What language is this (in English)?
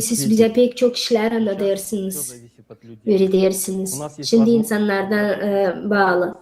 Gagauz